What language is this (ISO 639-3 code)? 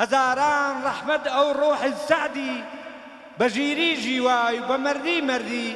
hac